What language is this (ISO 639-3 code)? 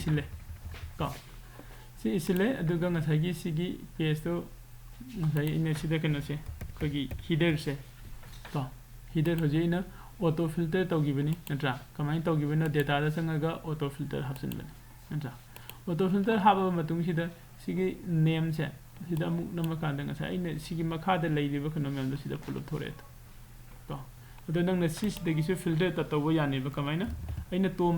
mni